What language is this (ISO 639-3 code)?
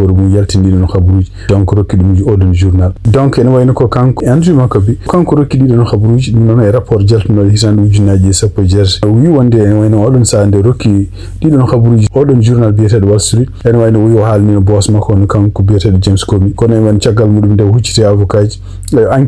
ful